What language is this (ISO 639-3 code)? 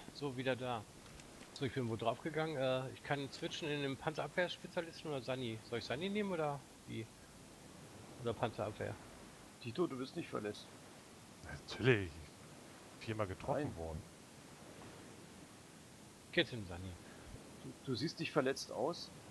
deu